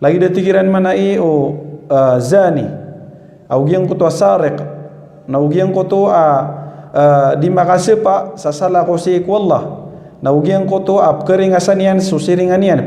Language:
Maranao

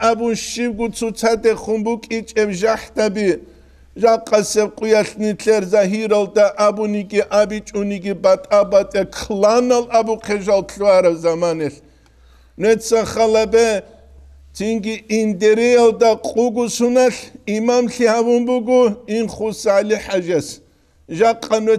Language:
Avaric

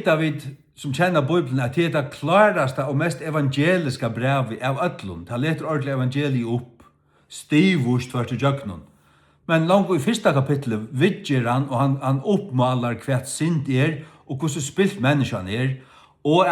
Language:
Faroese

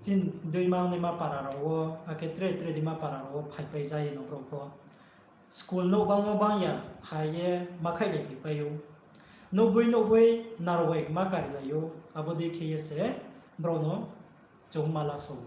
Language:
Riang (India)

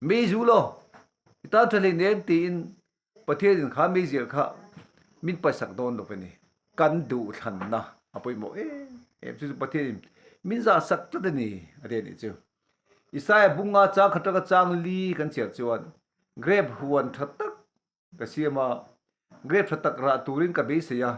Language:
Mizo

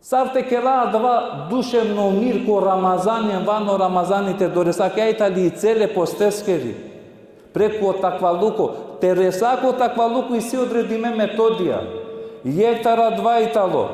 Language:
Balkan Romani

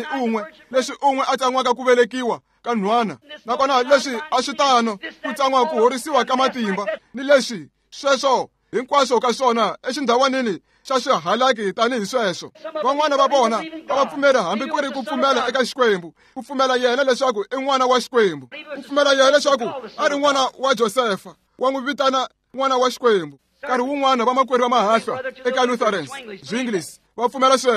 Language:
Tsonga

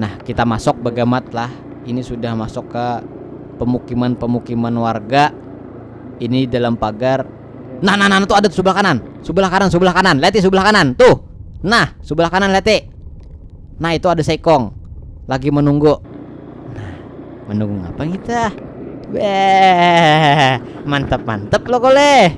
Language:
Banjar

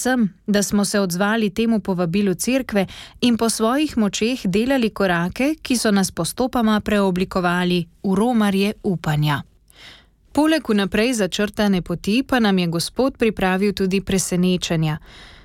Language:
Slovenian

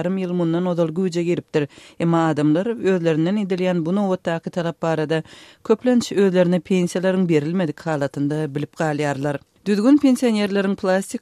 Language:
Turkmen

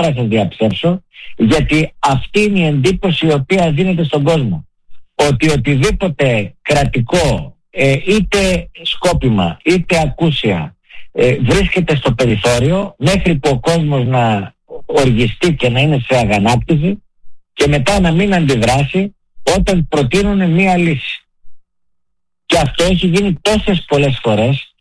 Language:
Greek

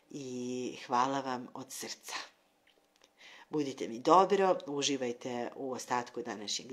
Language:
Serbian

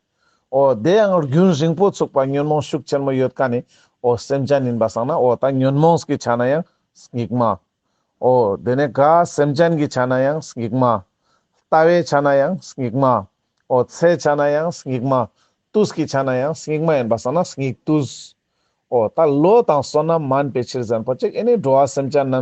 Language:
Ladakhi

